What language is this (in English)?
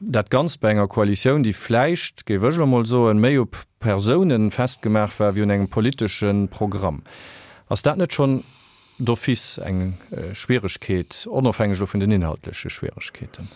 Luxembourgish